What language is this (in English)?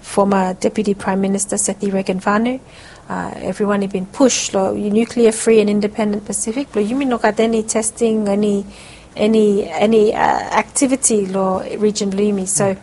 Bislama